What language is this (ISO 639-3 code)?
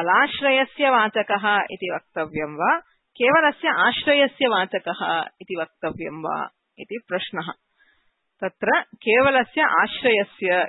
san